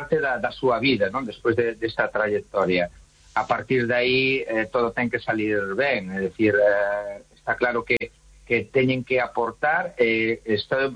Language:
Galician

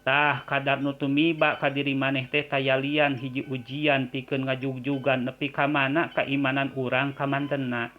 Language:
Sundanese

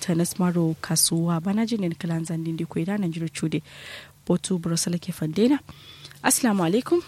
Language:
Kanuri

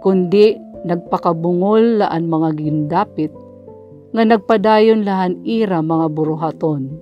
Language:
Waray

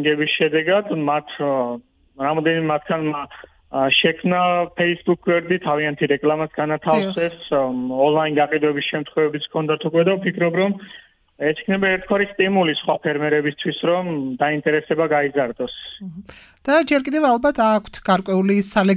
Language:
Georgian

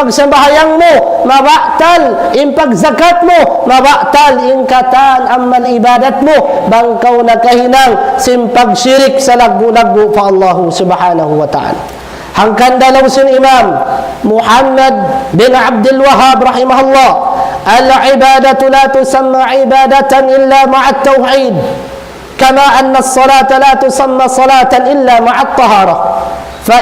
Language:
Tausug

